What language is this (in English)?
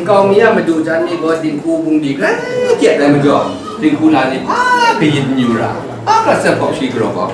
Kachin